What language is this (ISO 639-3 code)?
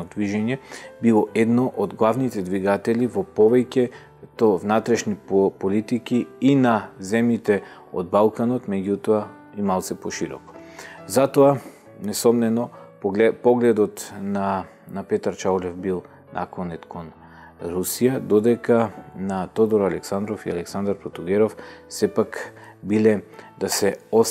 mkd